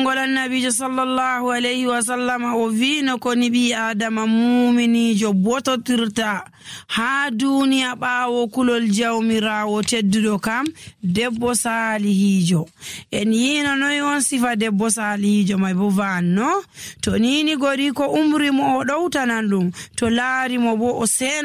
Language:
Fula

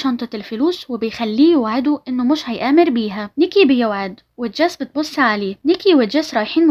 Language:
Egyptian Arabic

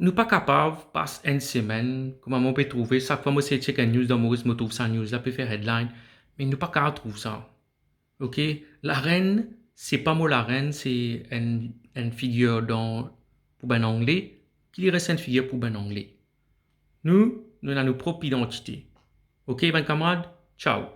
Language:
Morisyen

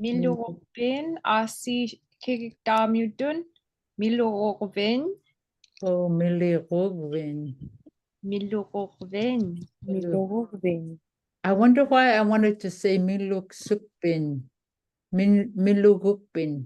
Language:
Inupiaq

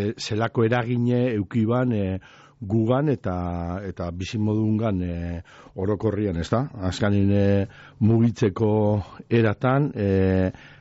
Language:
Basque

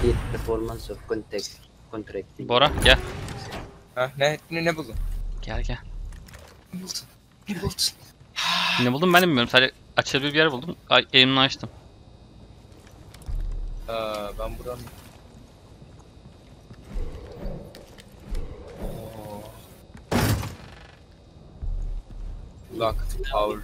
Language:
Turkish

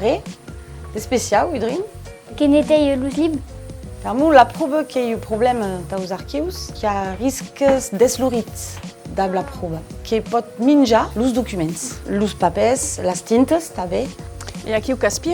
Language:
Occitan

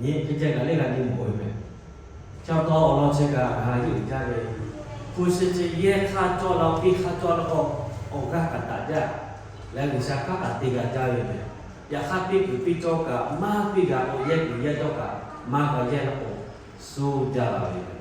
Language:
Lahu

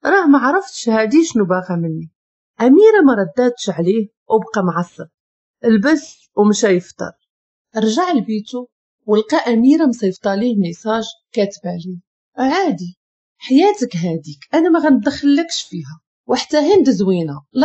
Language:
Moroccan Arabic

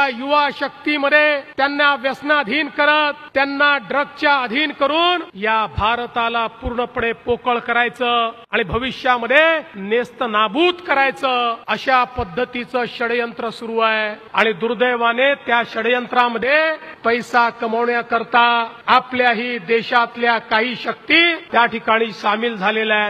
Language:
Marathi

